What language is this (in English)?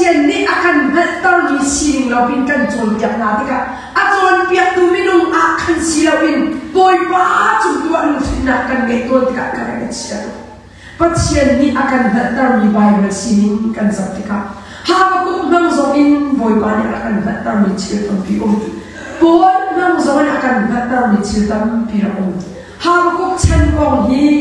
Hakha Chin